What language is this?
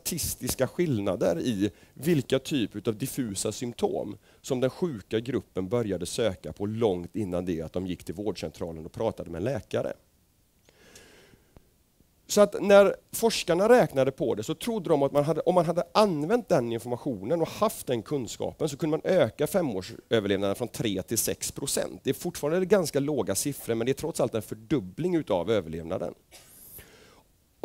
Swedish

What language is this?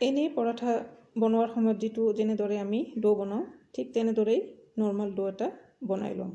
Assamese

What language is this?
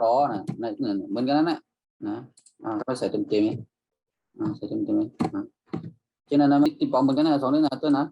Shan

